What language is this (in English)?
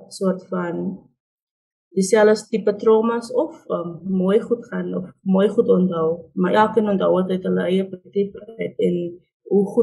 Afrikaans